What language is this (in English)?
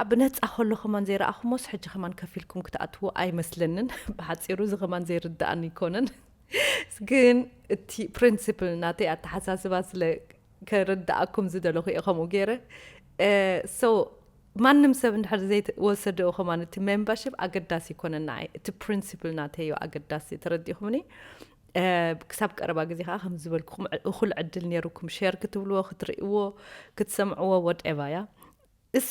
Tigrinya